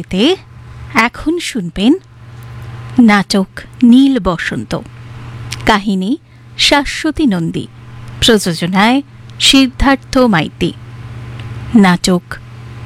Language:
Bangla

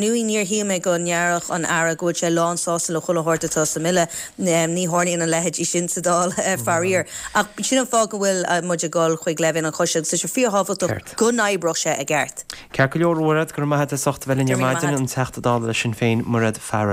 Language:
Irish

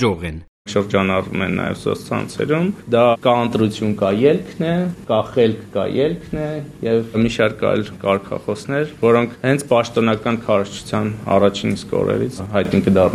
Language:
Armenian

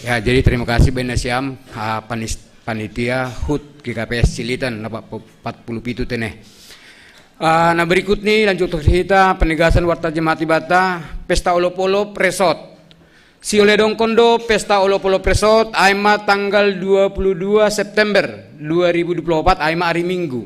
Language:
Batak Simalungun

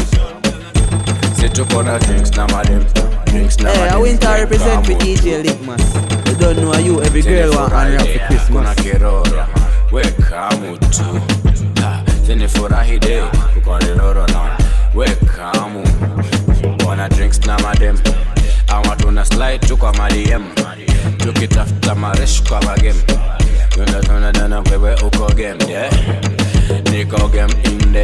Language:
Swahili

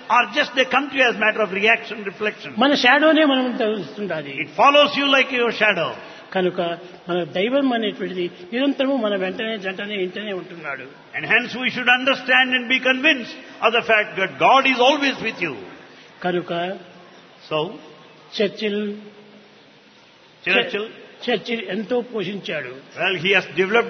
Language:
Telugu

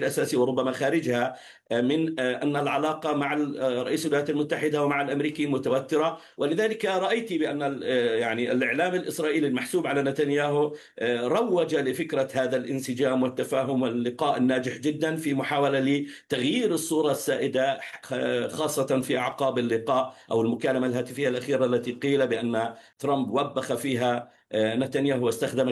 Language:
Arabic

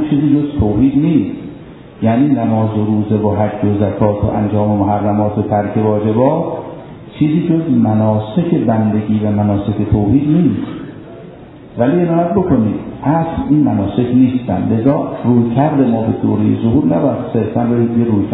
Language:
Persian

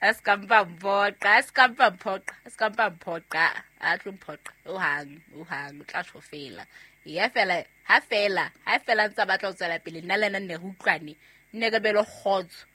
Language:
Southern Sotho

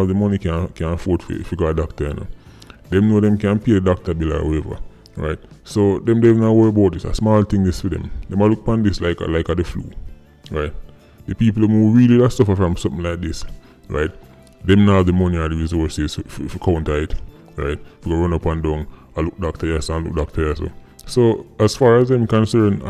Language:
Jamaican Creole English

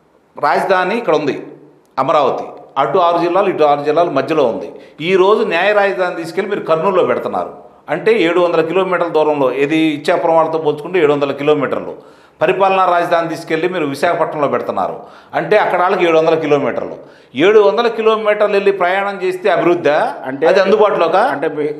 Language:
Telugu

